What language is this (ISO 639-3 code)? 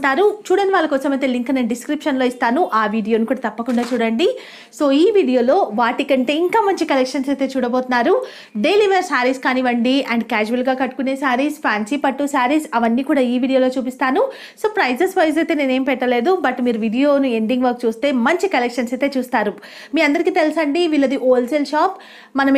tel